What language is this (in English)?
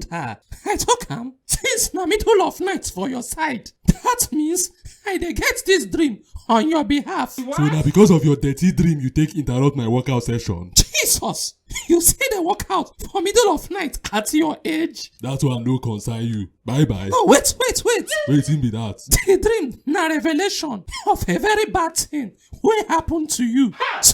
Nigerian Pidgin